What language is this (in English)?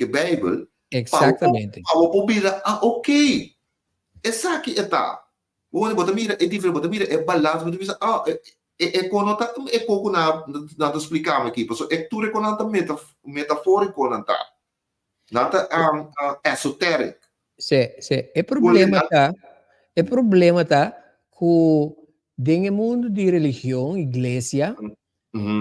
Papiamento